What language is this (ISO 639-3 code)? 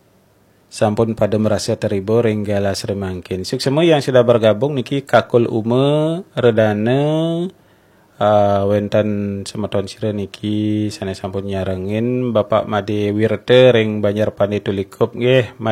ban